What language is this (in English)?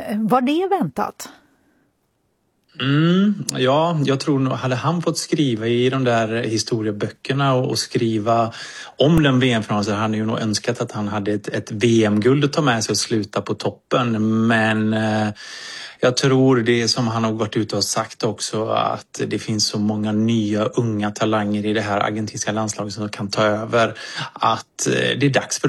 Swedish